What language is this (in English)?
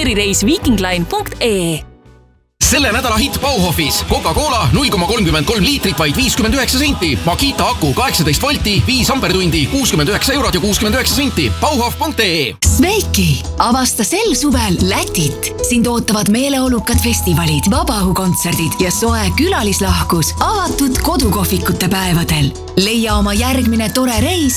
Estonian